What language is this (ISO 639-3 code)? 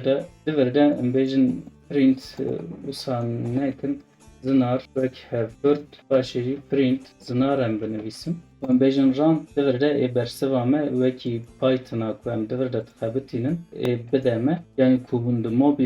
kur